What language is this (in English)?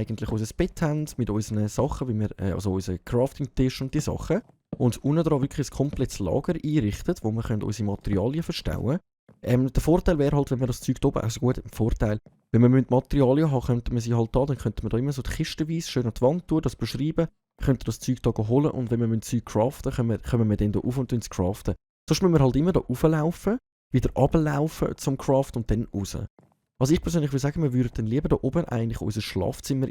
Swiss German